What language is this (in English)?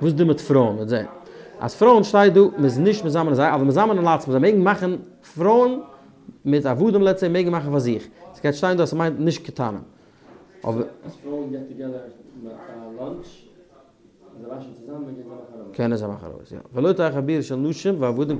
Yiddish